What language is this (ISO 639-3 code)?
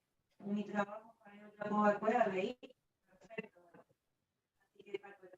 grn